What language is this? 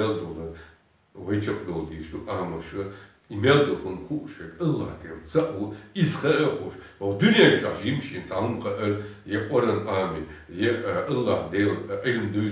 Chechen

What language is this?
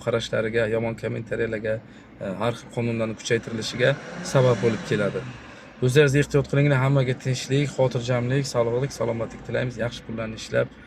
Uzbek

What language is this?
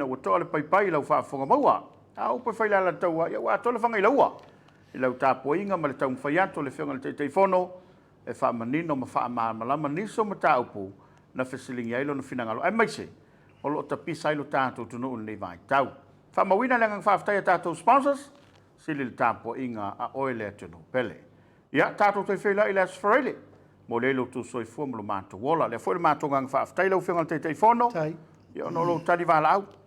Samoan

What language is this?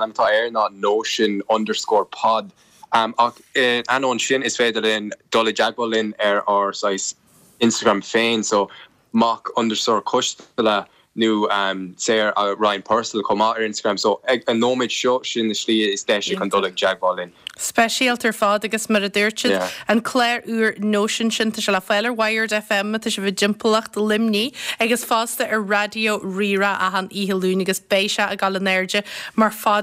Irish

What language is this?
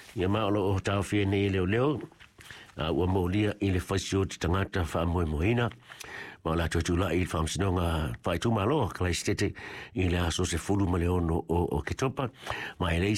Samoan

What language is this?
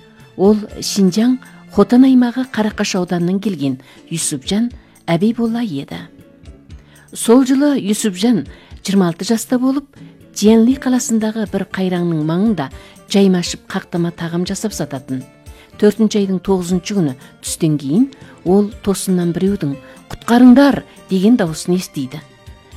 Kazakh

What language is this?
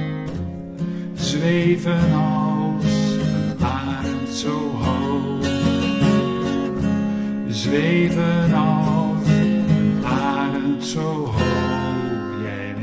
Dutch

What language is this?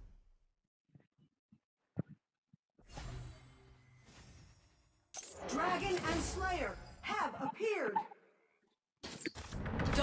Thai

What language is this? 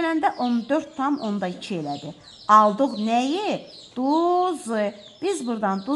Azerbaijani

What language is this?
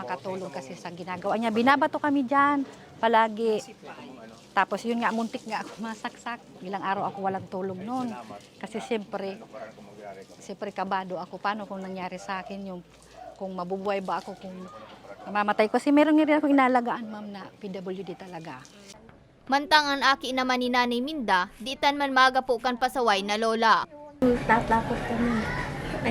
Bikol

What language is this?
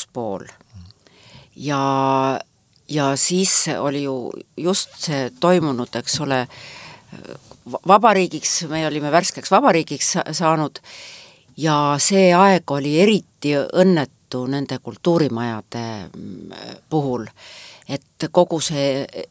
Estonian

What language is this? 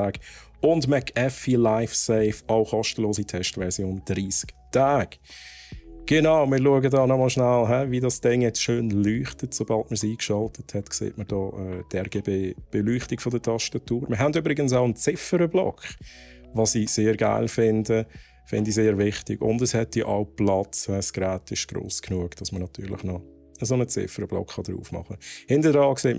Swiss German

